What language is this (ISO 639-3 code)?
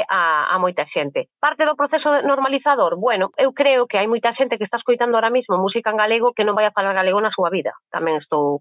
glg